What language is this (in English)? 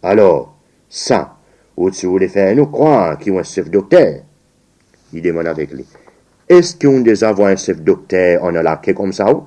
Seselwa Creole French